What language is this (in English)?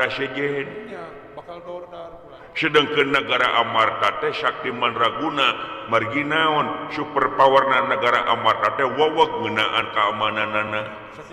Sundanese